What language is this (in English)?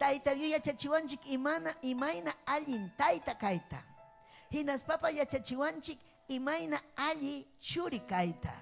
Ayacucho Quechua